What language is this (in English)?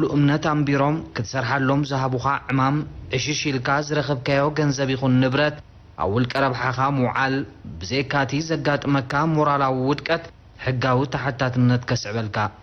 Tigrinya